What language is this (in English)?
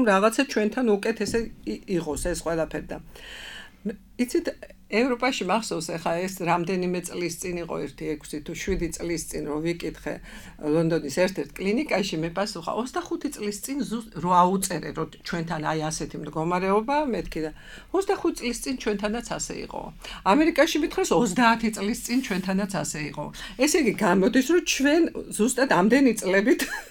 Georgian